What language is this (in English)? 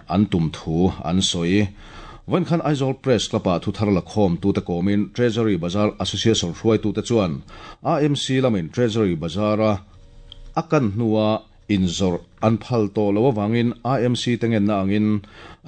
Mizo